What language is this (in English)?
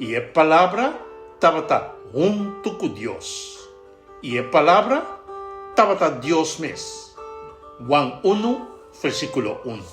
Papiamento